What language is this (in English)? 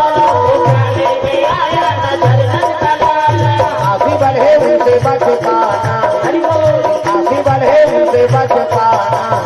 Chhattisgarhi